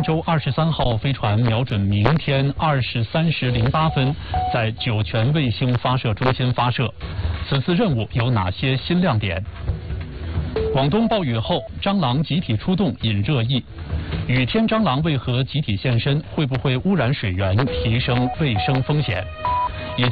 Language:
Chinese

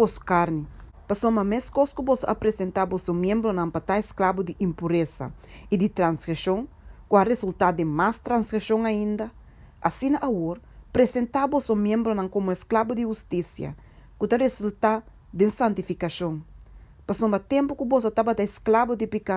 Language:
Papiamento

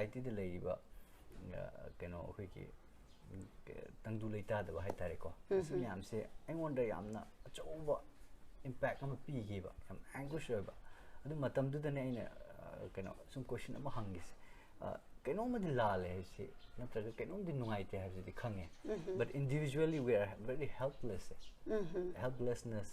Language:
Manipuri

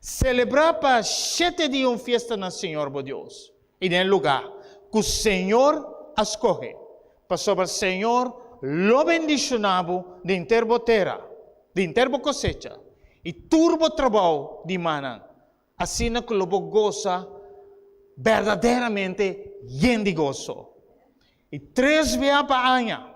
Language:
Papiamento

